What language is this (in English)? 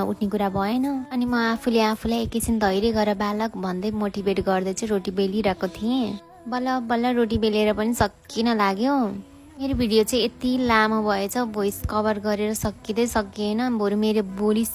Nepali